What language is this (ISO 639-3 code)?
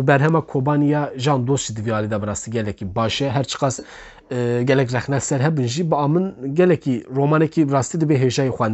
kur